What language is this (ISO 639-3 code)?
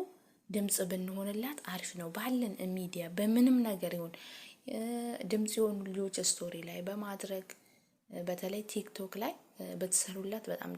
amh